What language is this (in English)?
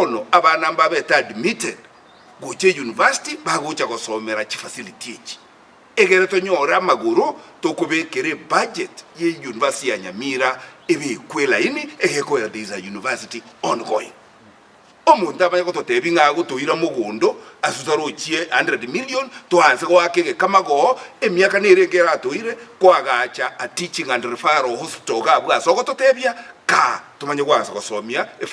Gusii